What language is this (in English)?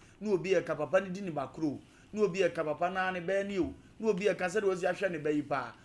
Akan